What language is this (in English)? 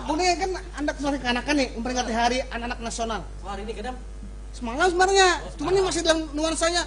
Banjar